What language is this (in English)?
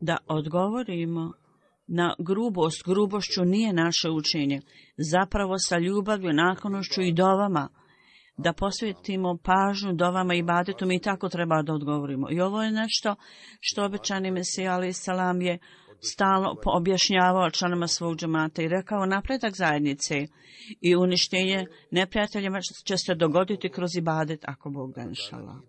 Bosnian